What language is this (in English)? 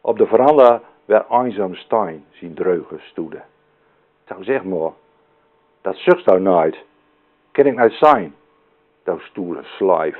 Gronings